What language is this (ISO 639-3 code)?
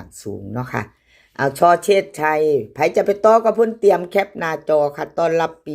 tts